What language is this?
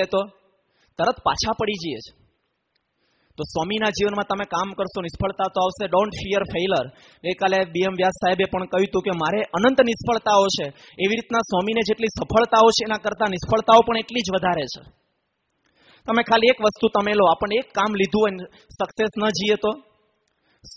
Gujarati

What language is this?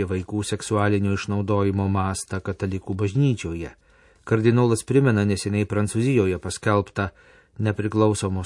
Lithuanian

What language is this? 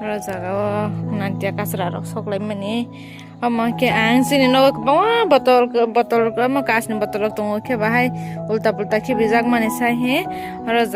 Kok Borok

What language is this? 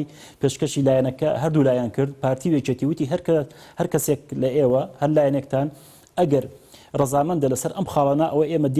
Central Kurdish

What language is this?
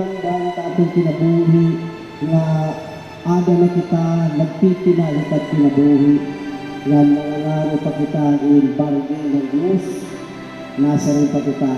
Waray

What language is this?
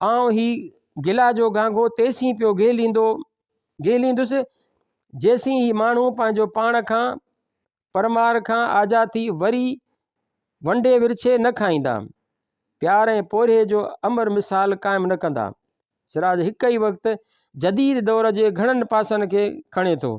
Sindhi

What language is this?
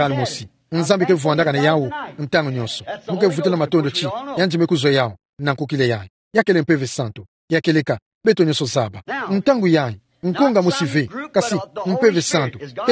Kituba (Democratic Republic of Congo)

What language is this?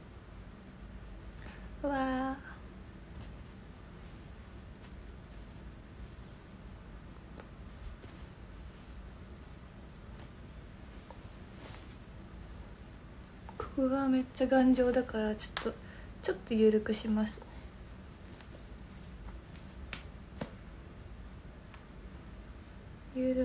Japanese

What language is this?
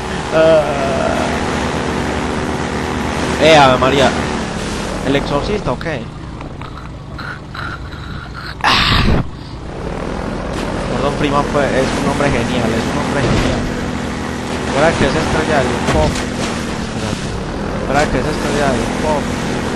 Spanish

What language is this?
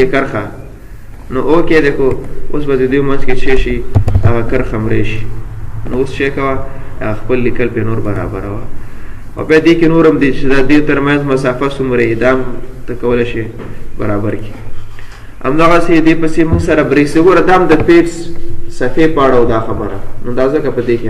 Pashto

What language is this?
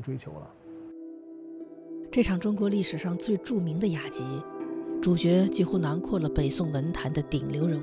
Chinese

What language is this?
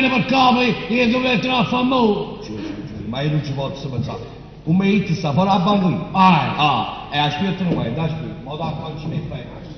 Neapolitan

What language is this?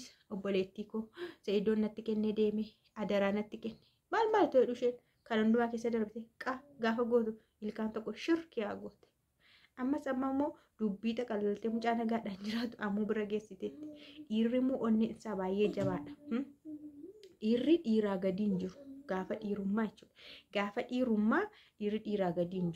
Oromo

